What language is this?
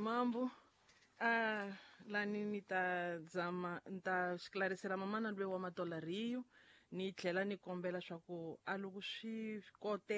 Tsonga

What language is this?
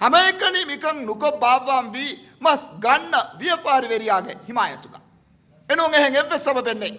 Divehi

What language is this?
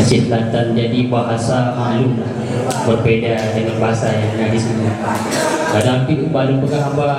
Achinese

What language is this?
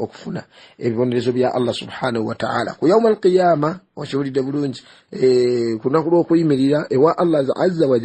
Ganda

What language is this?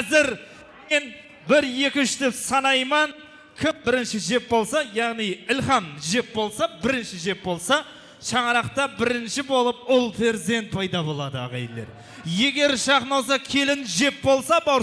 Kara-Kalpak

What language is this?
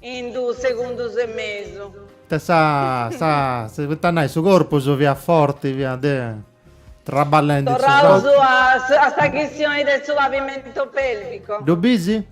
Sardinian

